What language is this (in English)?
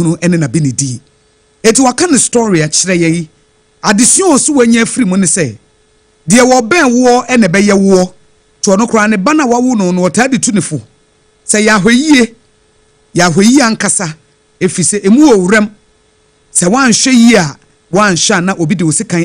Akan